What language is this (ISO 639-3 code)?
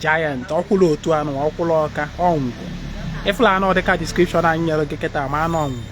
ibo